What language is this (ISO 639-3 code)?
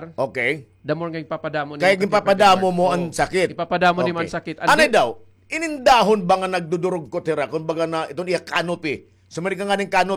war